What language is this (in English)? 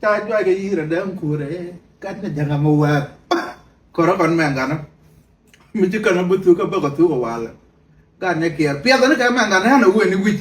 Nuer